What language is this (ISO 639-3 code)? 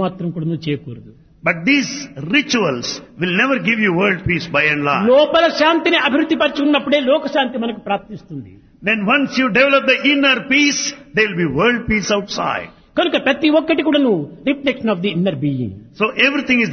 tel